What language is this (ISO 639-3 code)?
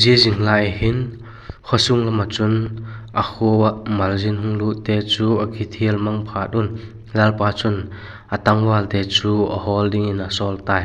vap